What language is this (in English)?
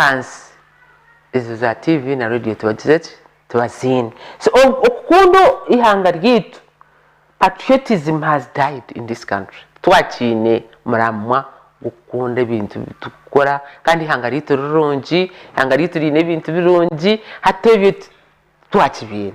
Nyankole